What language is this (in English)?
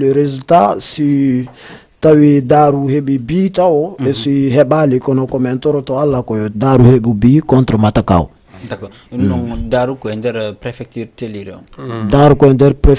Fula